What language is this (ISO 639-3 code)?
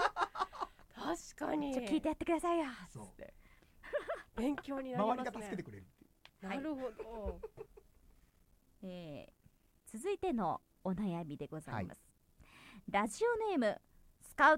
jpn